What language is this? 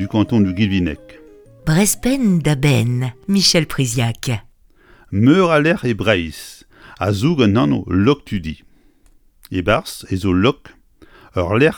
Breton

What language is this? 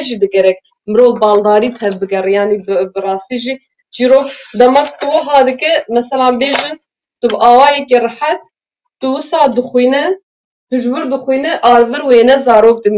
Kurdish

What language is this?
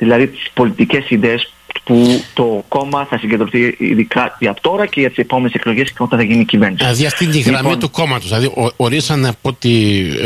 Greek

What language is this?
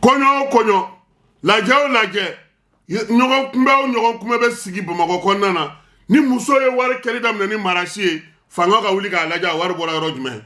Bambara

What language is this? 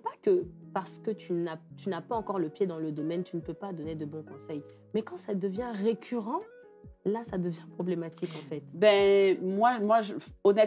French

